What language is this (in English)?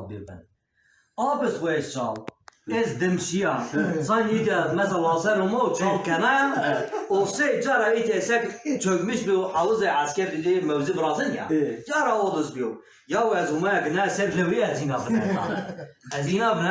Zaza